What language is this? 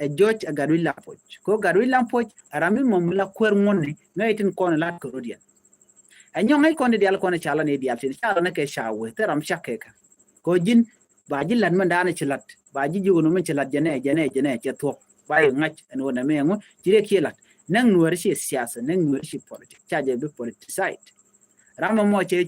Nuer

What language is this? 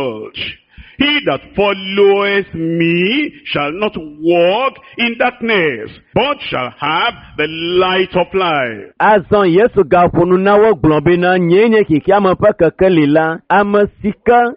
Ewe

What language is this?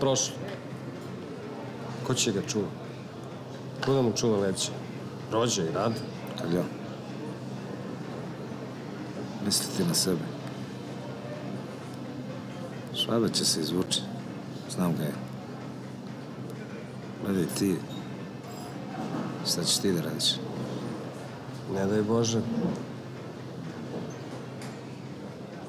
Serbian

